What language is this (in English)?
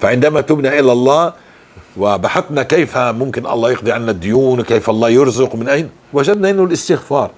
North Levantine Arabic